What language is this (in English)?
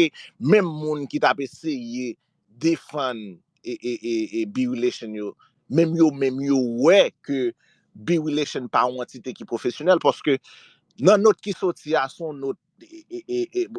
Haitian Creole